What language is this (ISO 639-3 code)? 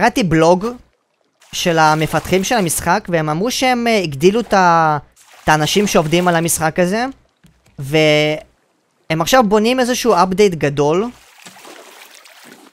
heb